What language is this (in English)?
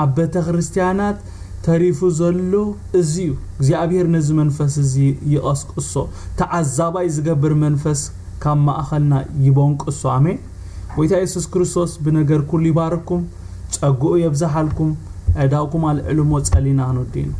Tigrinya